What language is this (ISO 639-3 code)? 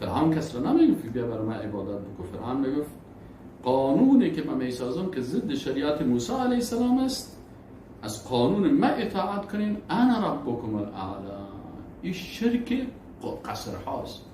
fas